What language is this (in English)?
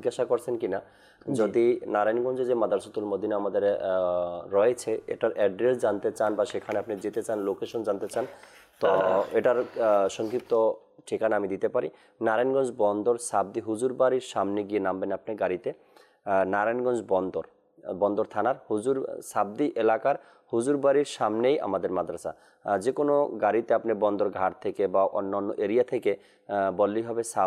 Bangla